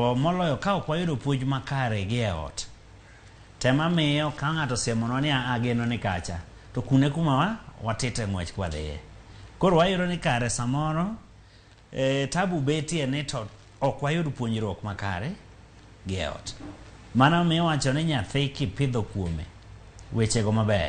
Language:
Luo (Kenya and Tanzania)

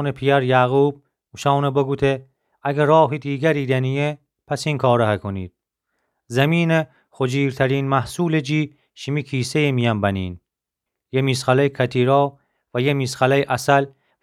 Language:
Gilaki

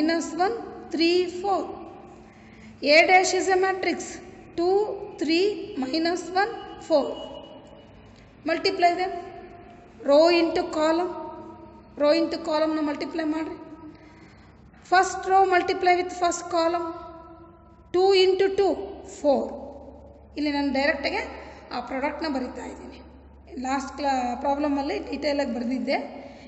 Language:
Kannada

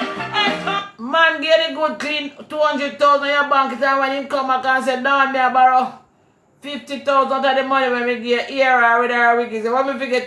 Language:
Jamaican Creole English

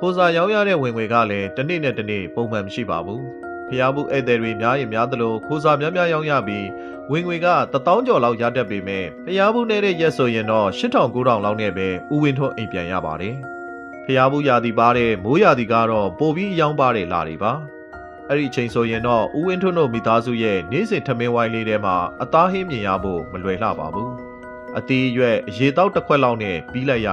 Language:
Burmese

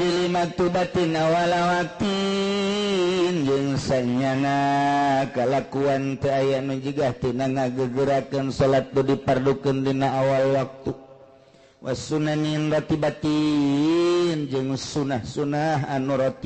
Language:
Sundanese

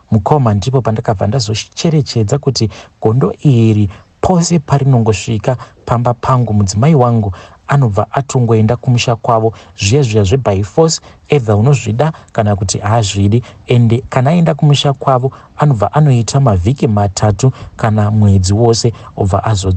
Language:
Shona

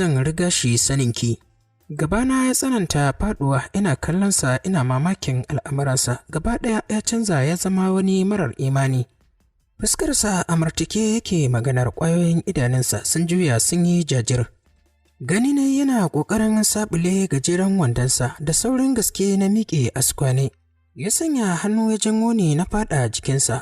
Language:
Hausa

